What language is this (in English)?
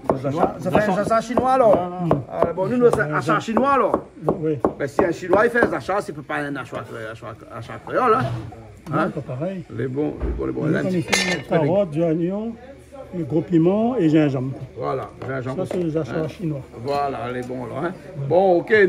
Réunion Creole French